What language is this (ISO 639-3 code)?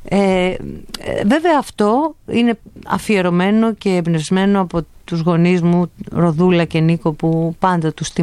ell